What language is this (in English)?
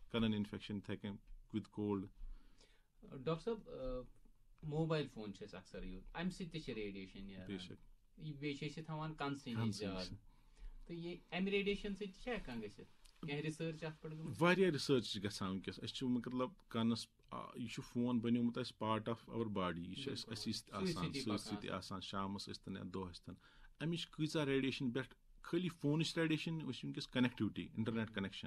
Kashmiri